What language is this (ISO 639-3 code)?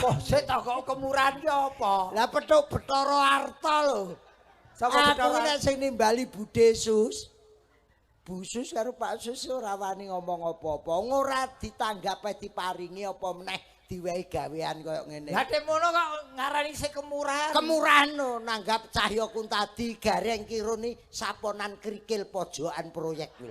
jav